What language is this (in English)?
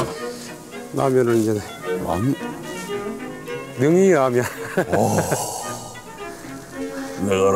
Korean